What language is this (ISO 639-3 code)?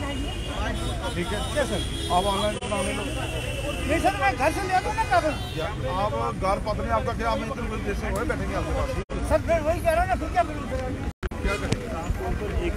hin